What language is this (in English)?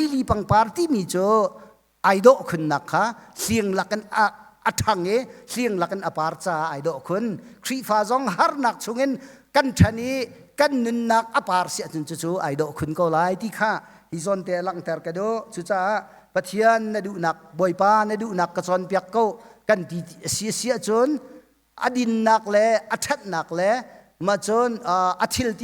Hakha Chin